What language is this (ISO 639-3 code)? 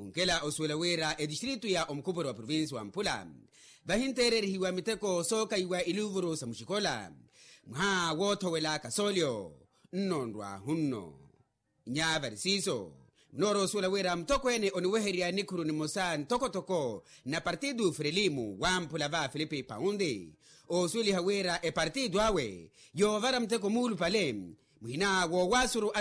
vmw